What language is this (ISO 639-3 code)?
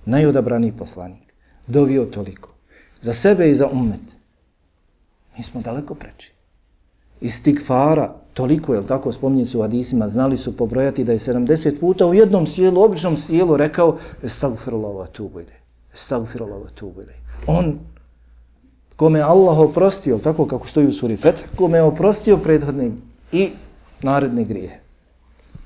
bos